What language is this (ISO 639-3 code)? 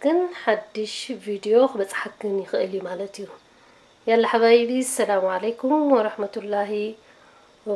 tir